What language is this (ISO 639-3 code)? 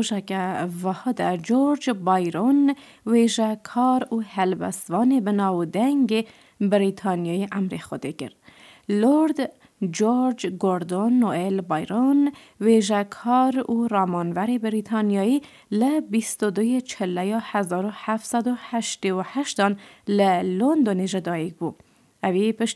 kur